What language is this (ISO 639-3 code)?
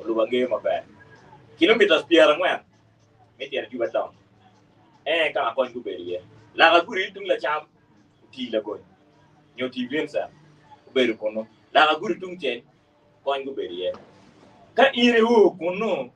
ach